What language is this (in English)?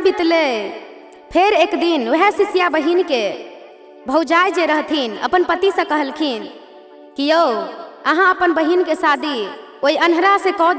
Maithili